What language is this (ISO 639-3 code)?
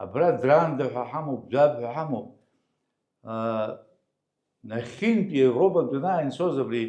abk